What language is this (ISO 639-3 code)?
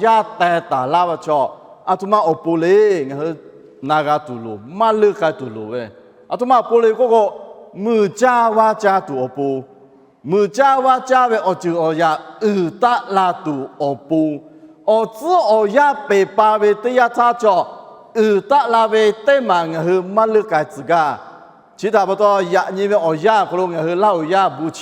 lhu